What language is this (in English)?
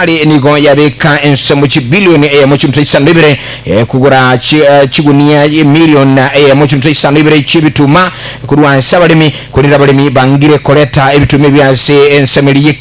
Gusii